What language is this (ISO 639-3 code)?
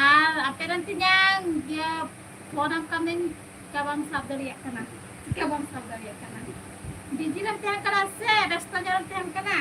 sat